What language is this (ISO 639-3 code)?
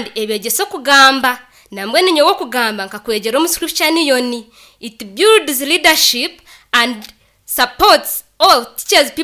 nyn